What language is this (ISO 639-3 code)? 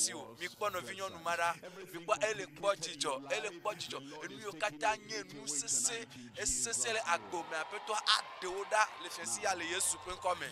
ewe